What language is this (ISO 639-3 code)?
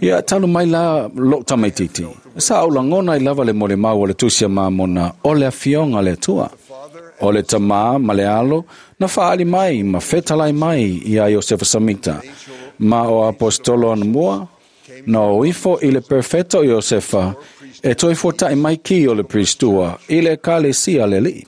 smo